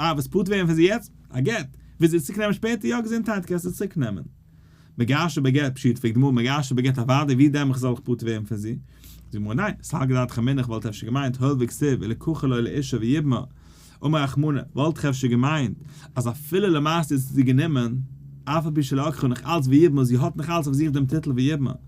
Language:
Yiddish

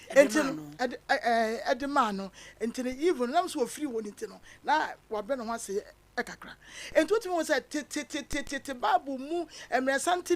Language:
Akan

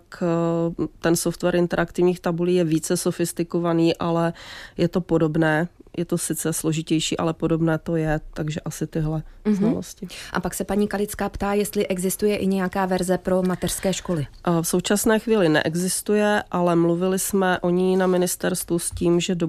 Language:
Czech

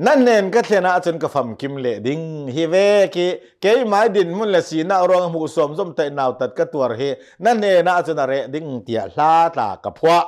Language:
Hakha Chin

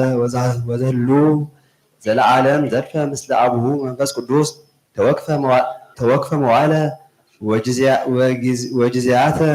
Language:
Geez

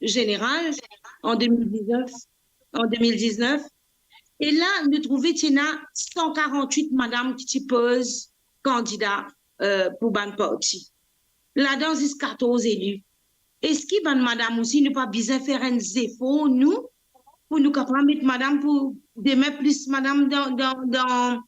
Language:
Morisyen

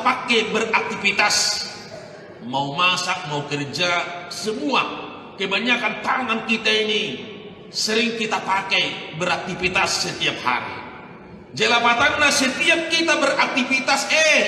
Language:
Batak Toba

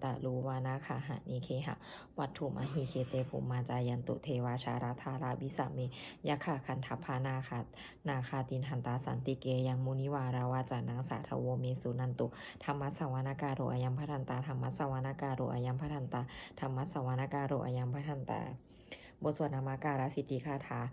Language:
Pali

